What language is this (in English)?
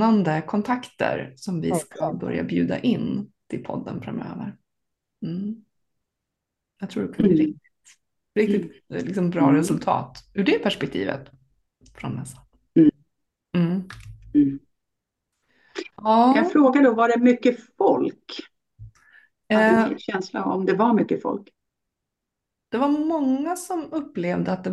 Swedish